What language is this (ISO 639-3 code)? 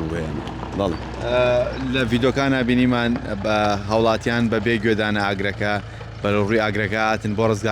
ckb